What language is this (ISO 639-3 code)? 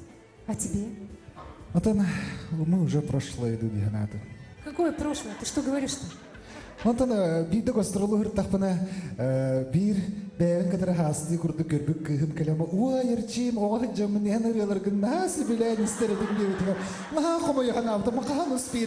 sah